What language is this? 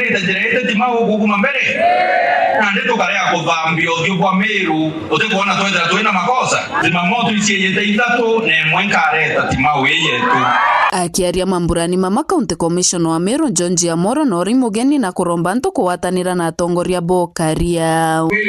Meru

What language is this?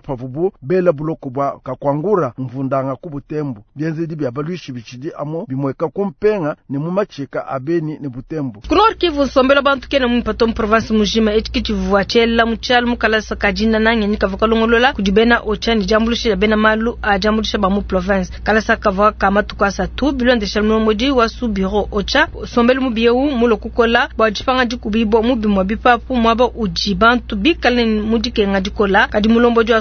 Luba-Lulua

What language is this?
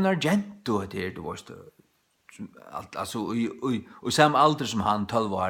Faroese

